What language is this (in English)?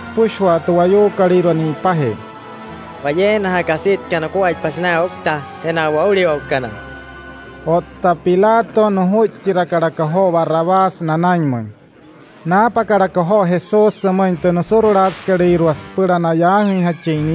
Wayuu